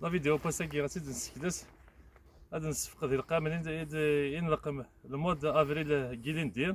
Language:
Kabyle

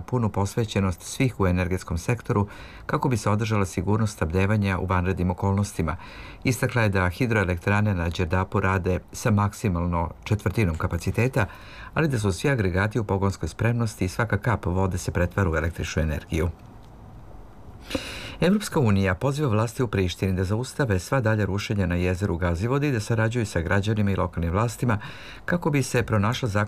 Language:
Serbian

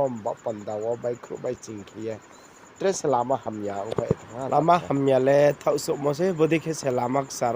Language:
Riang (India)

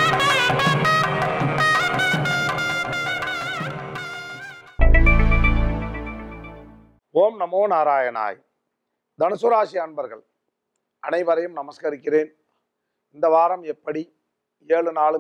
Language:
Tamil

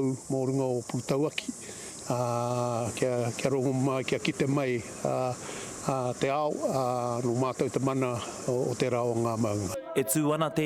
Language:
Māori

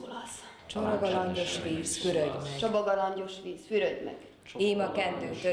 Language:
Hungarian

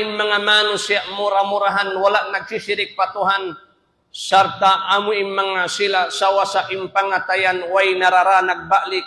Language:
Tausug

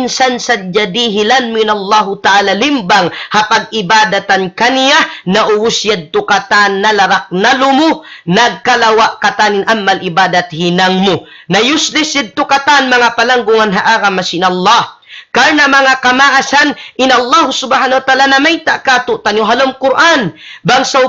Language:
Tausug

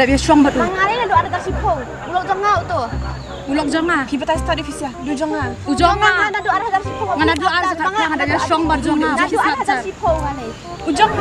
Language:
Khasi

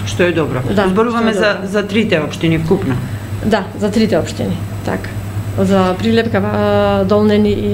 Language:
Macedonian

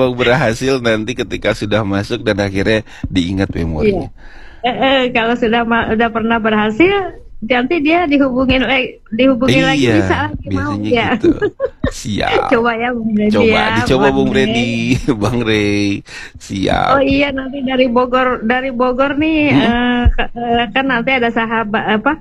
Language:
Indonesian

